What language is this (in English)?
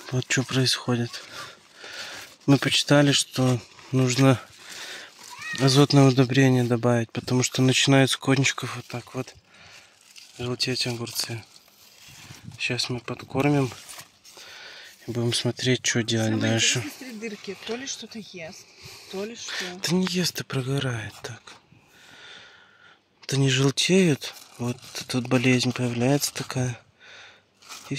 Russian